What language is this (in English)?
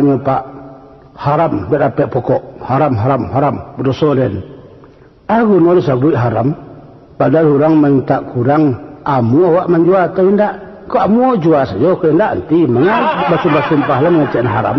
Minangkabau